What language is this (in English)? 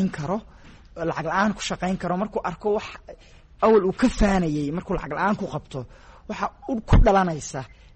Somali